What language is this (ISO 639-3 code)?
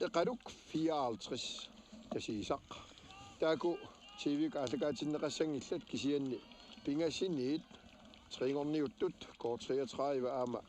kal